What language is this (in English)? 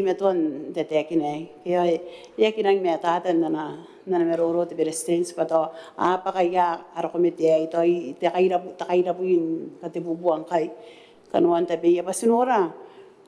Gilbertese